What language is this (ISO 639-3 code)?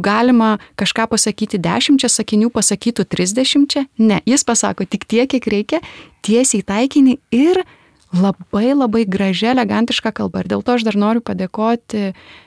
lit